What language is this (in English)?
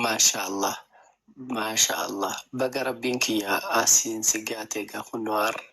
Oromo